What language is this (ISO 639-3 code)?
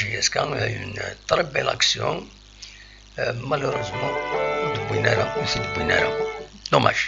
kab